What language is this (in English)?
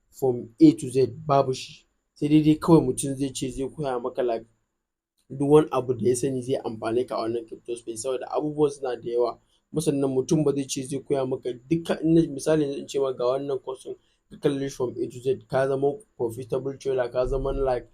Hausa